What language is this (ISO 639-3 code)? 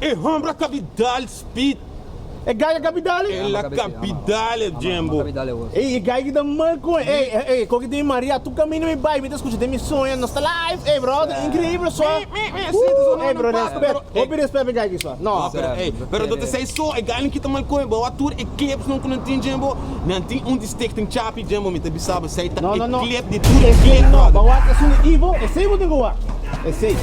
pap